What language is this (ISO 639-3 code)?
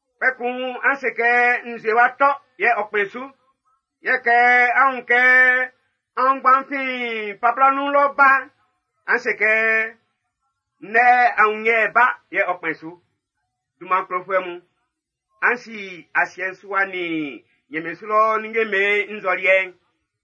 bci